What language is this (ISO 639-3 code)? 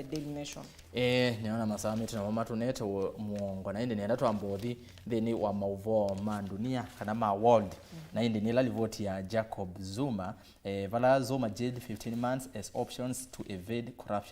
kam